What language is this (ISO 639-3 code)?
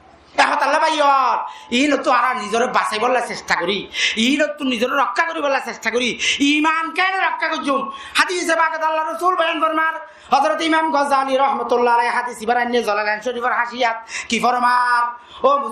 rhg